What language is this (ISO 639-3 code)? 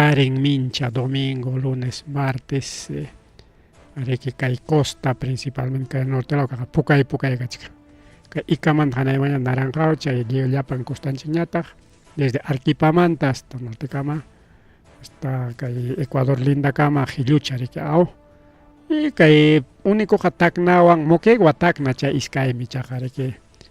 quy